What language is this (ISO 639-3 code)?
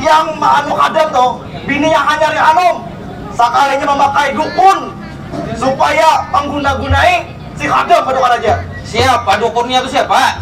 bjn